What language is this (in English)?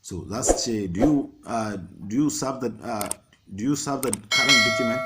Hausa